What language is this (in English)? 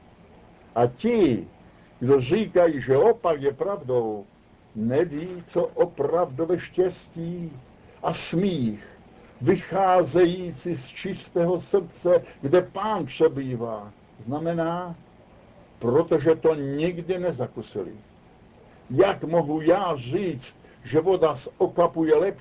Czech